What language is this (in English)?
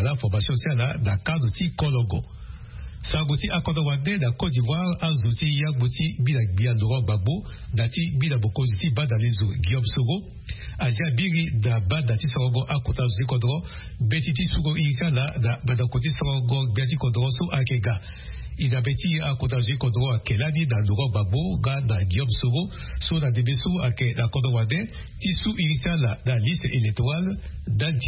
Sango